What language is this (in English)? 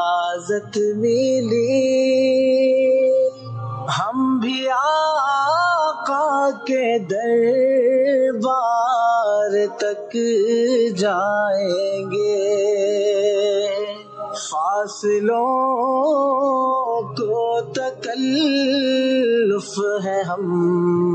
Urdu